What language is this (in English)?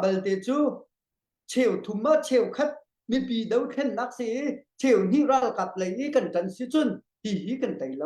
Hakha Chin